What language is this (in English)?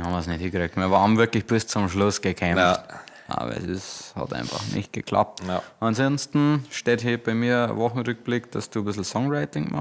Bavarian